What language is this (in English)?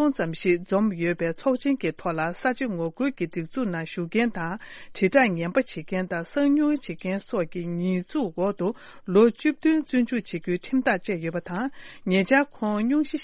Tibetan